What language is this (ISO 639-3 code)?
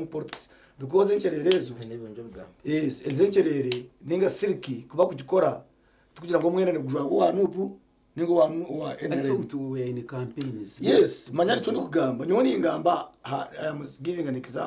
nyn